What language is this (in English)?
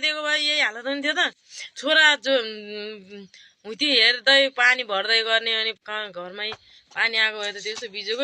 Nepali